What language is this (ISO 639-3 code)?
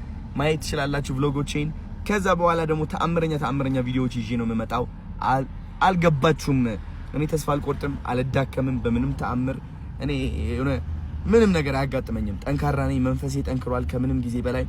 amh